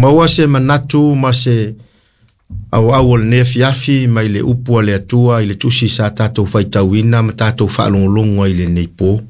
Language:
Samoan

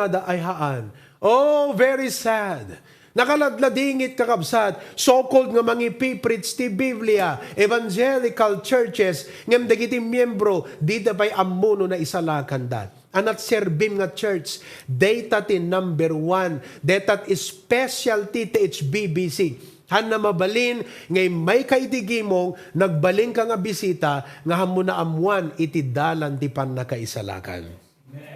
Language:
Iloko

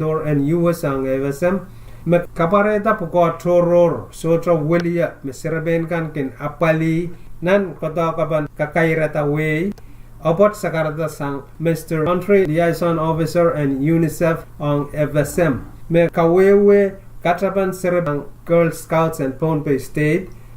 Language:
Pohnpeian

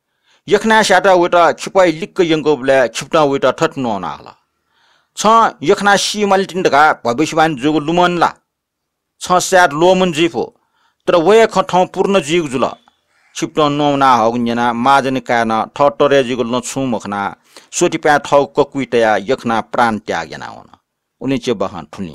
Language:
Newari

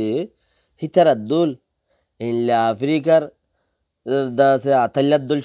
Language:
Rohingya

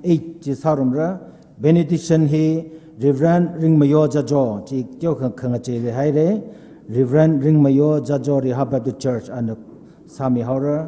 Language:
Tangkhul Naga (India)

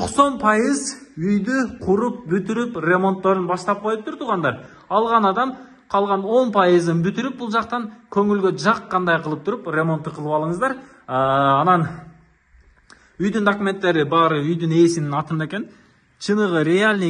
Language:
Kyrgyz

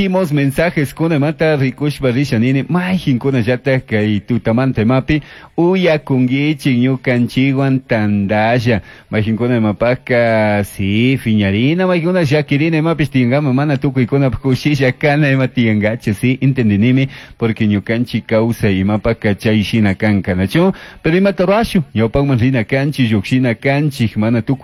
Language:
Chimborazo Highland Quichua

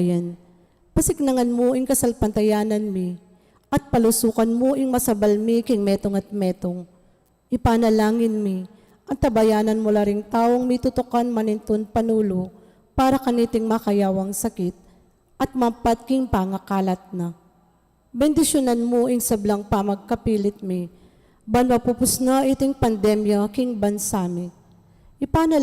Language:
Pampanga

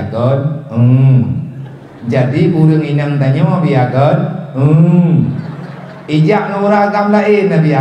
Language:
Achinese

